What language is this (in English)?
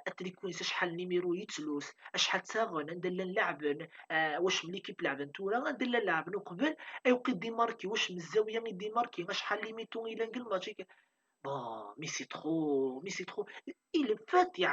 Kabyle